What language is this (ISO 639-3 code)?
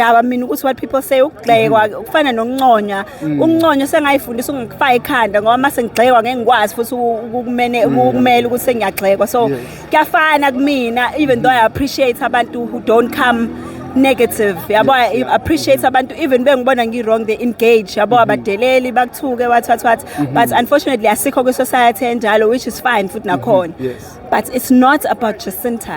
zul